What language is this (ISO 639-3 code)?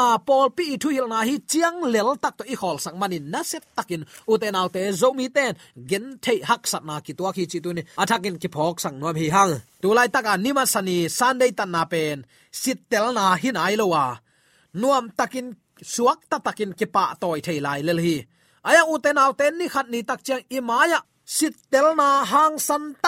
ctd